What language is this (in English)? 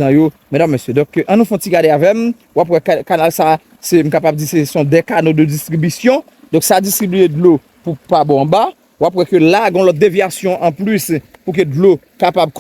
Haitian Creole